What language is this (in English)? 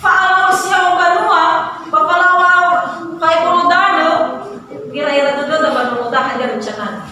Nias